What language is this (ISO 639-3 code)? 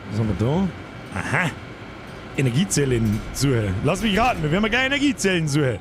bar